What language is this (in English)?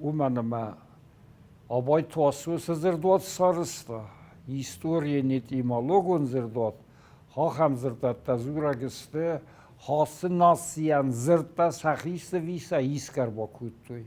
Ossetic